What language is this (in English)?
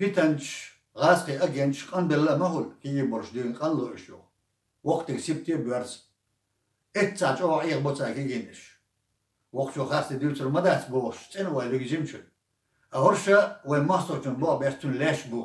Chechen